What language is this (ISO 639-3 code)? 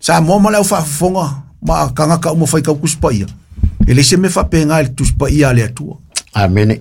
smo